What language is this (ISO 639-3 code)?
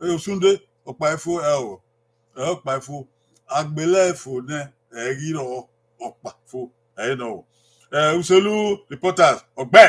bin